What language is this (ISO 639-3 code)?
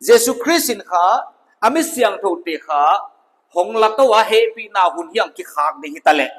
pck